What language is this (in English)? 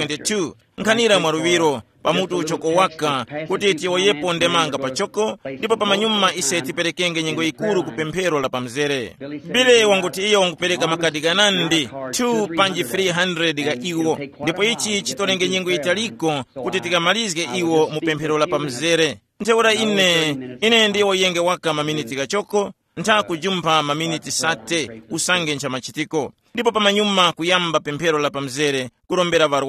Tumbuka